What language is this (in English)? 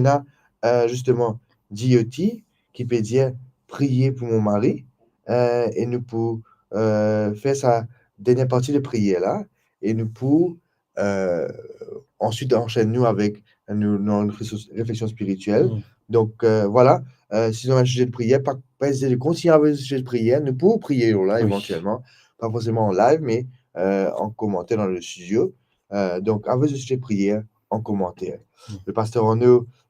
Morisyen